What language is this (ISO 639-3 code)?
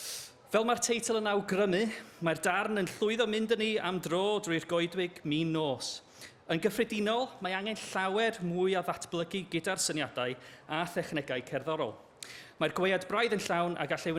cym